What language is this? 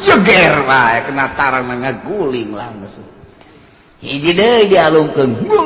Sundanese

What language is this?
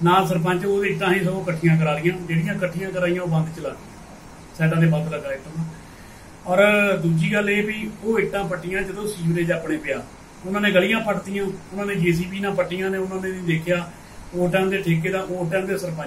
Punjabi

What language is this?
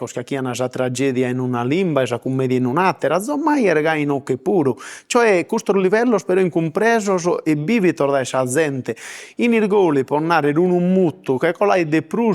Sardinian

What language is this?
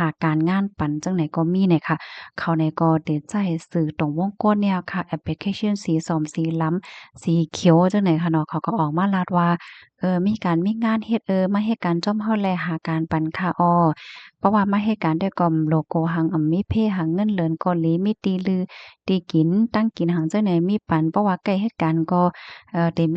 Shan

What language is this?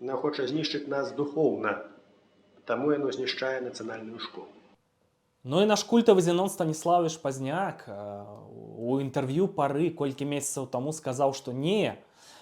Belarusian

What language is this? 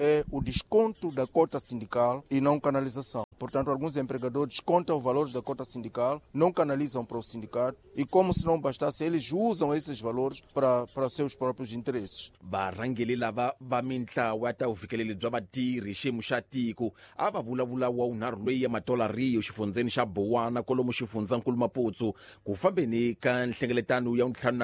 Tsonga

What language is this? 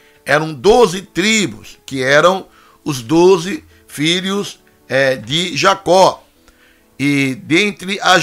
Portuguese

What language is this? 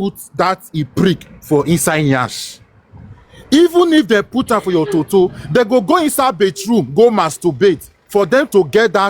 Nigerian Pidgin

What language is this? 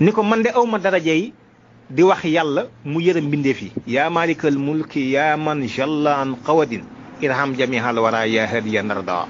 Wolof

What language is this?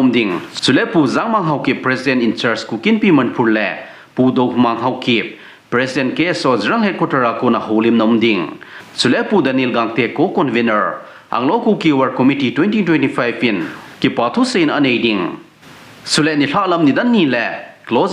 Thado Chin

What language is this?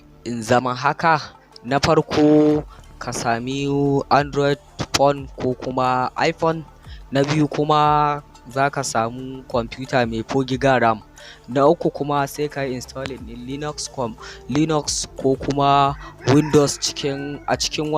Hausa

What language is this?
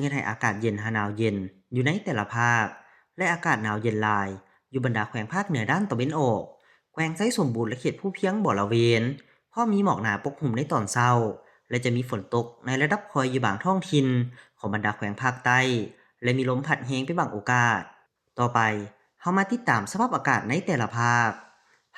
Lao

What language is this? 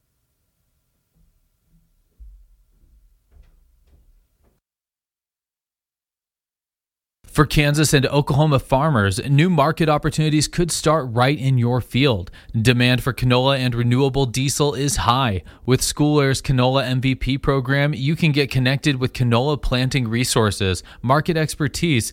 English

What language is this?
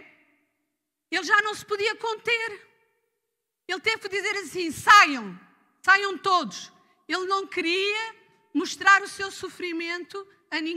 Portuguese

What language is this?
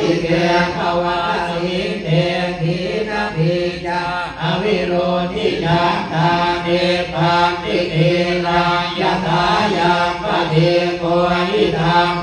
Pali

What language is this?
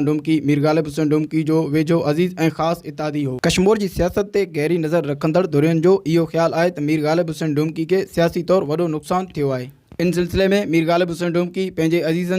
Sindhi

